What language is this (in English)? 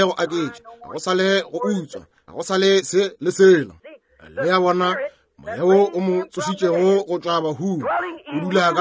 Northern Sotho